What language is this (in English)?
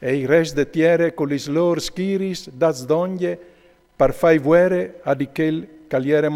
Friulian